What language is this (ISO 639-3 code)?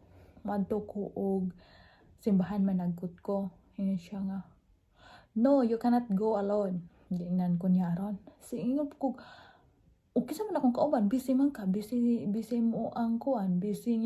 ceb